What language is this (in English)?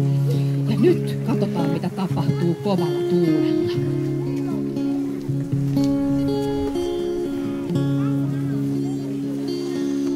Finnish